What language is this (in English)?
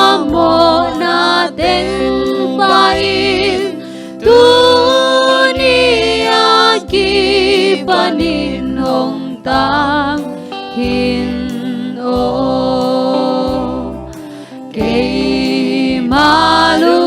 Tedim Chin